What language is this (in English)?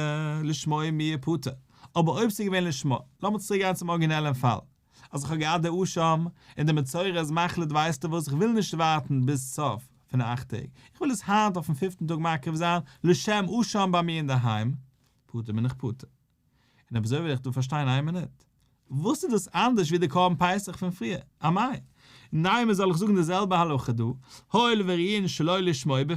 Yiddish